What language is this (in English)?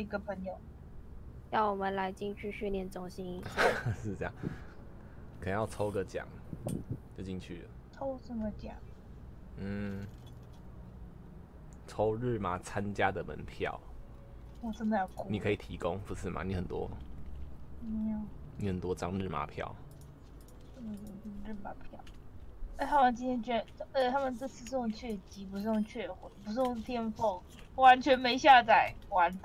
Chinese